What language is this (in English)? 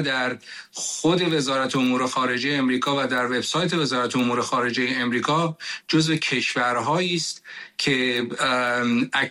Persian